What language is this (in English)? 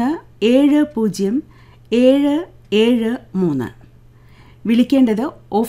Malayalam